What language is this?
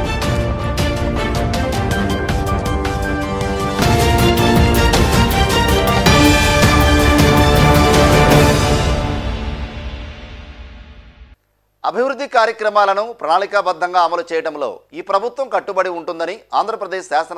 Telugu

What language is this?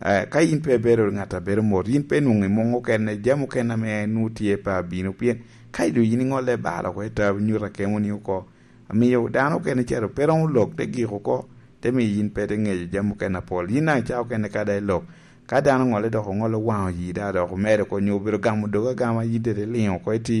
Lango (Uganda)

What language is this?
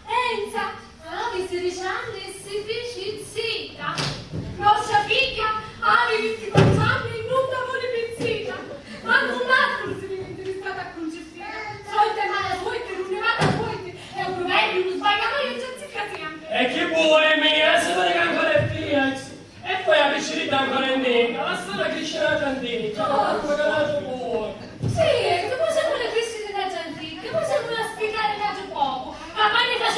Sicilian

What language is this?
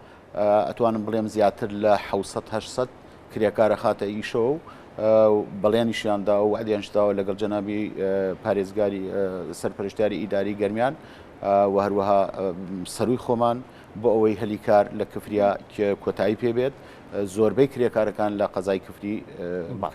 Central Kurdish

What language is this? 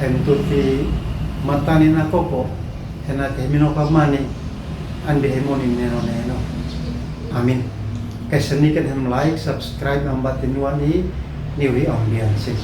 Uab Meto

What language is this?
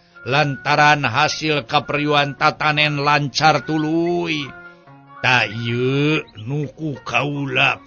Sundanese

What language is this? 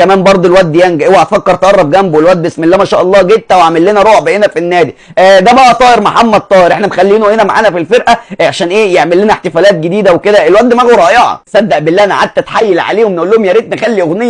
Egyptian Arabic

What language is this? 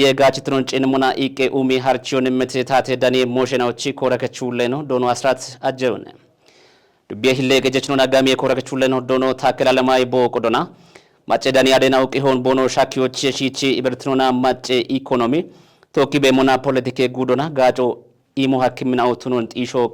Kafa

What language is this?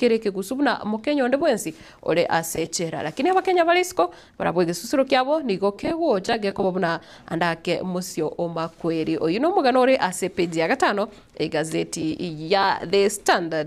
Gusii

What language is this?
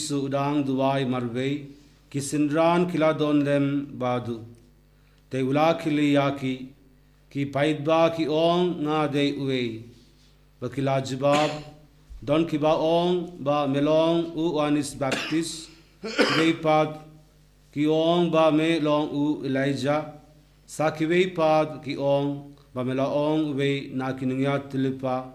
Khasi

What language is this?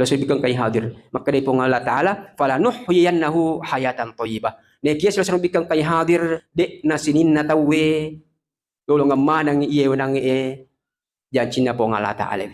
Buginese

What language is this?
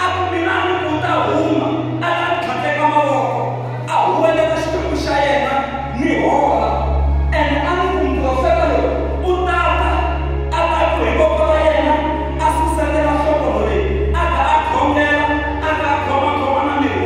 Tsonga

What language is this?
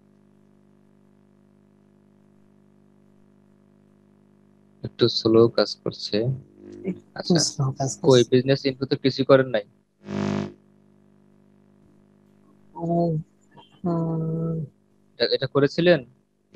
Bangla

